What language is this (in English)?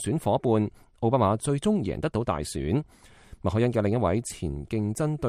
Cantonese